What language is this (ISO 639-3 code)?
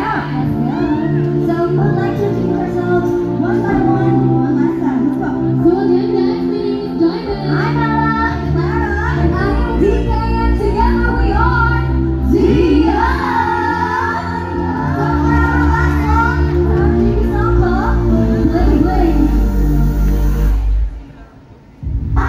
eng